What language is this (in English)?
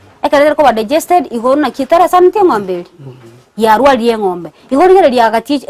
Gusii